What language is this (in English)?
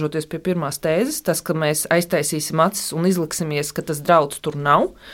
Latvian